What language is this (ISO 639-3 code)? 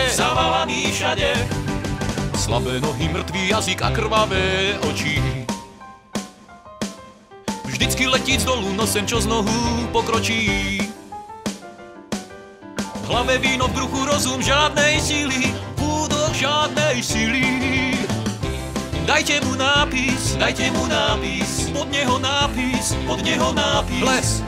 slk